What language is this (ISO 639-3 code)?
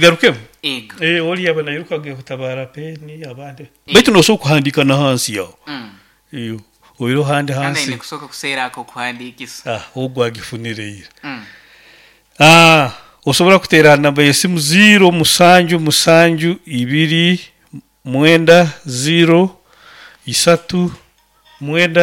nyo